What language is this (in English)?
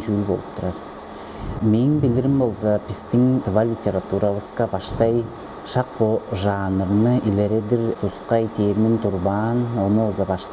Tuvinian